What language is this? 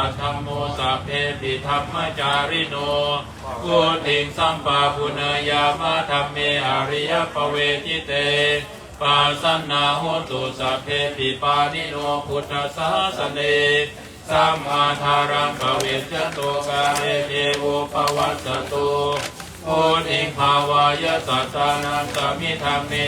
Pali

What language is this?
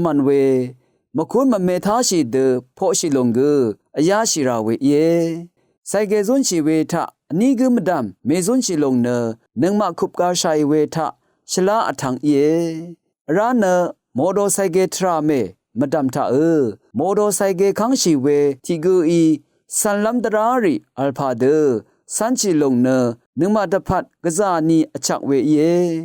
Rawang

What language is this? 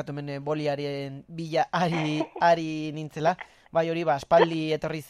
Basque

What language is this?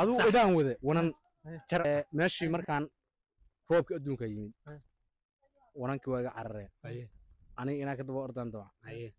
Somali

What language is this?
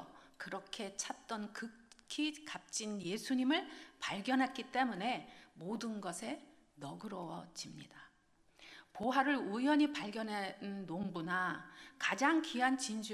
Korean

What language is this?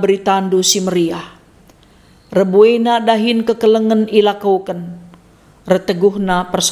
Batak Karo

